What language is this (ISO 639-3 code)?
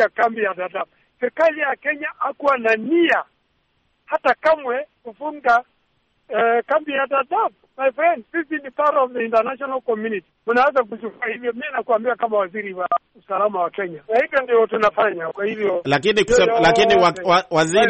swa